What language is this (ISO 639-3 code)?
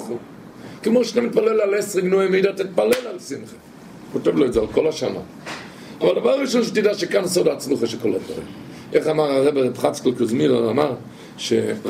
heb